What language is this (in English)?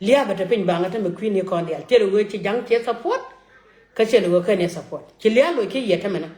Nuer